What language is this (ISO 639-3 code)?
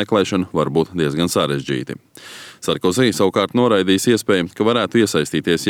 lav